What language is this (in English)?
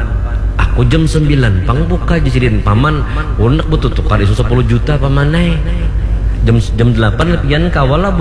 Banjar